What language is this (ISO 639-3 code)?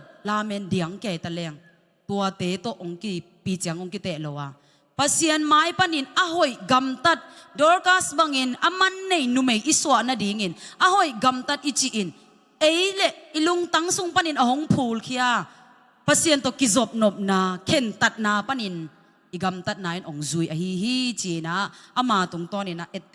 ctd